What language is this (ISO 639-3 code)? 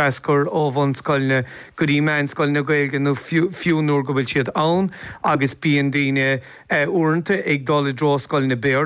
gle